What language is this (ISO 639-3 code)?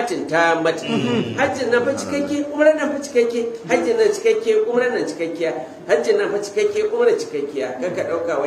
hau